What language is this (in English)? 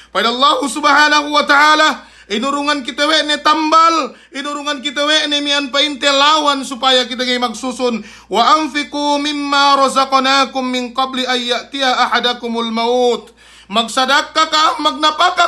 Yakan